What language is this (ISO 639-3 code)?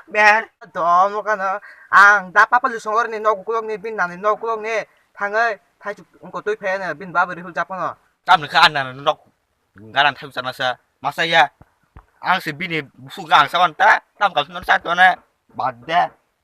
trp